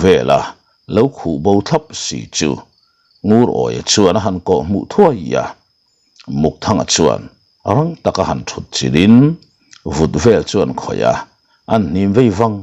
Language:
Mizo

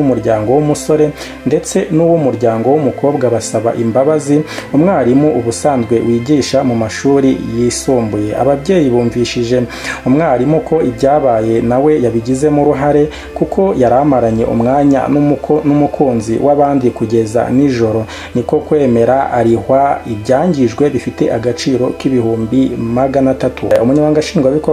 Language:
Kinyarwanda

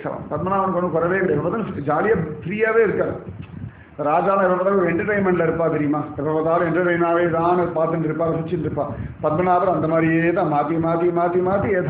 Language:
Tamil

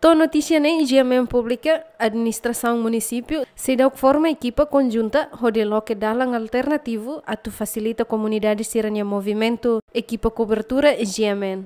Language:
Tetum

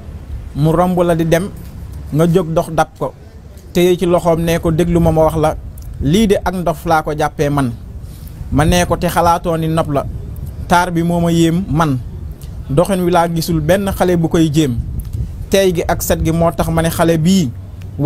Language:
Wolof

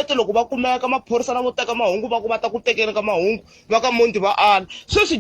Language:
Tsonga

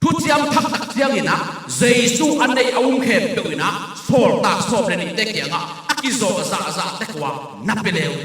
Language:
Tedim Chin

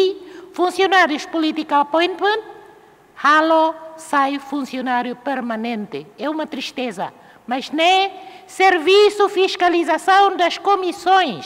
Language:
Tetum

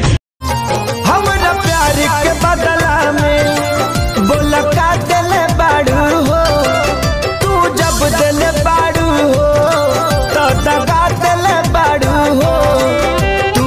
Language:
Bhojpuri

